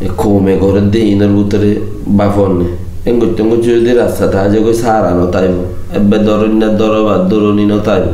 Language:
Rohingya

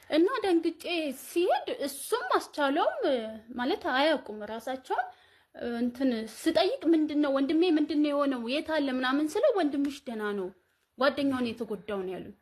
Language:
Amharic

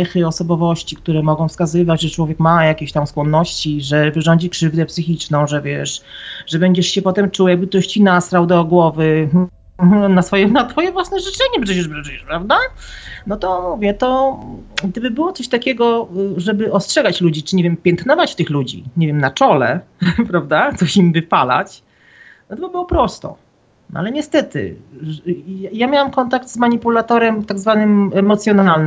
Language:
Polish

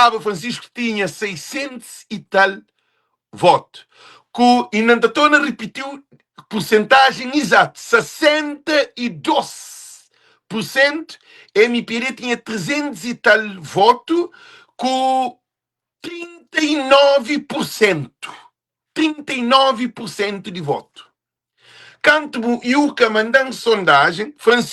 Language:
Kabuverdianu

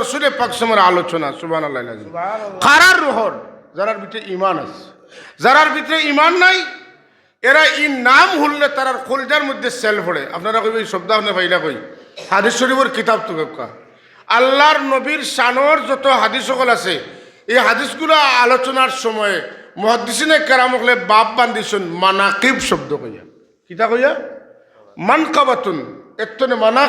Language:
Sylheti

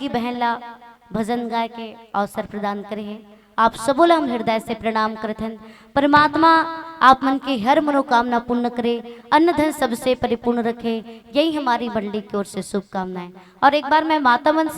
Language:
Chhattisgarhi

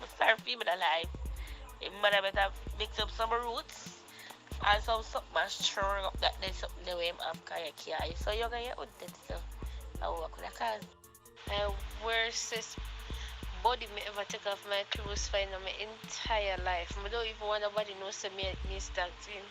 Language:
Jamaican Creole English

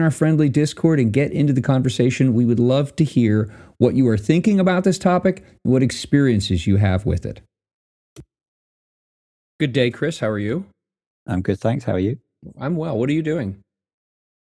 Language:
English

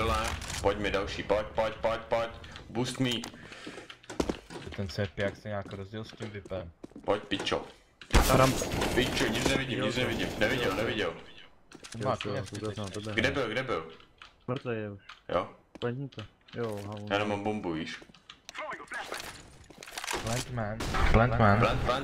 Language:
Czech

